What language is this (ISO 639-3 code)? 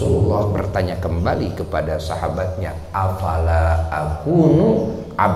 ind